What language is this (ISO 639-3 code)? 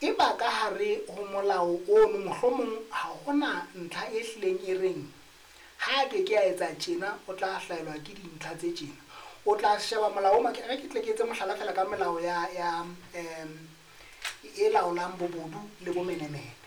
sot